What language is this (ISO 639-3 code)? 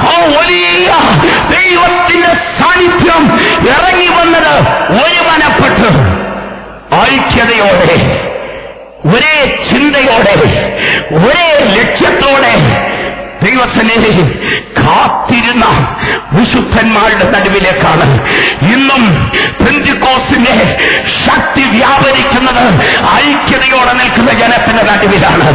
mal